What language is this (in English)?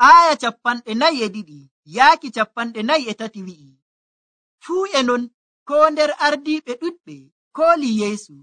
Nigerian Fulfulde